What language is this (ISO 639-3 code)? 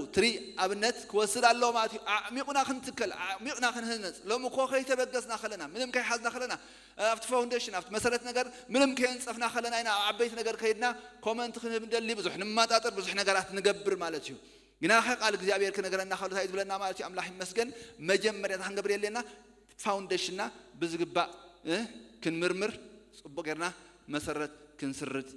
tir